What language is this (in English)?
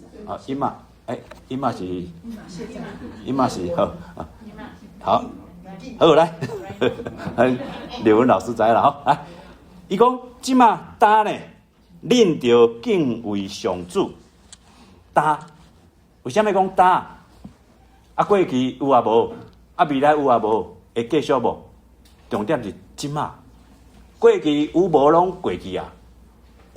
Min Nan Chinese